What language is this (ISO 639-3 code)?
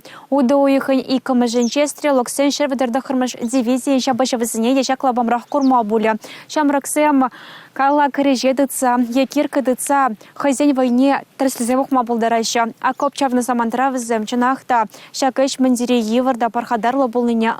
chv